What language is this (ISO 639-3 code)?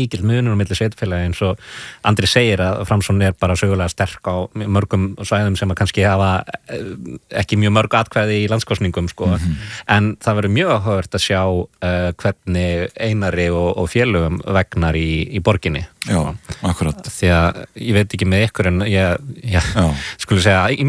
isl